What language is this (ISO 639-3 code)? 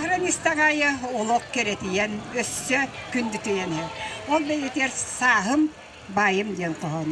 sah